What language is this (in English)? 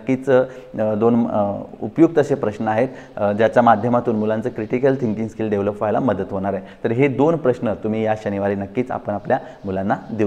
Marathi